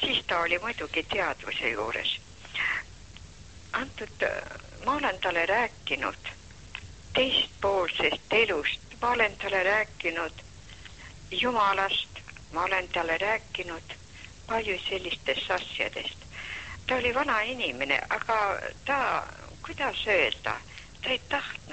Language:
Estonian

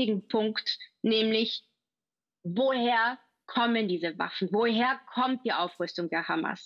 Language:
German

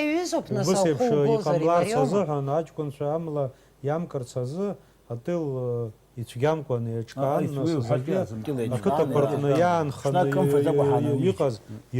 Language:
Abkhazian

